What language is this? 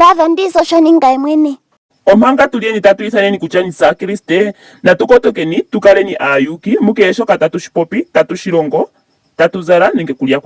Ndonga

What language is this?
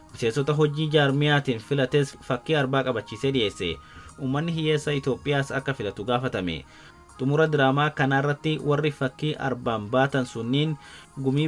Oromo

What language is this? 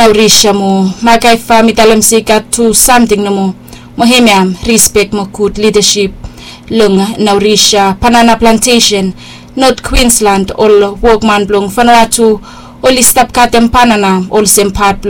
Bislama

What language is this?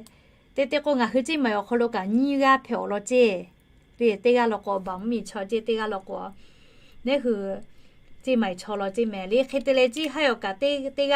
Lahu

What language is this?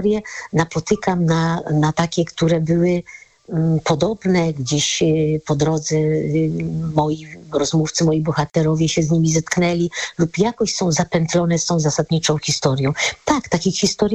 Polish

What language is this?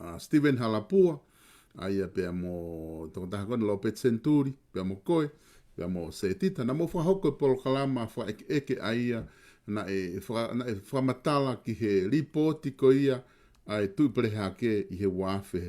Tongan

